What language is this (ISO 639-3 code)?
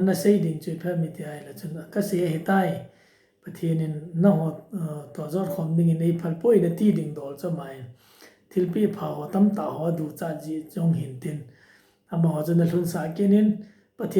tcz